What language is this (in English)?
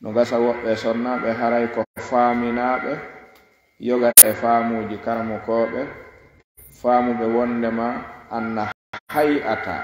Fula